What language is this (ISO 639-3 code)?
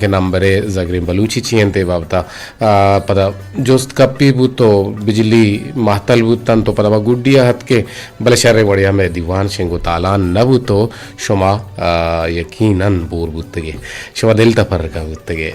bgp